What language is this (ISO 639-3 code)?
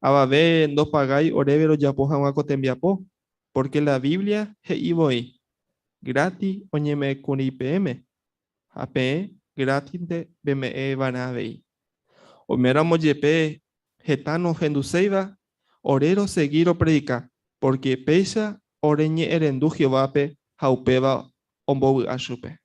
grn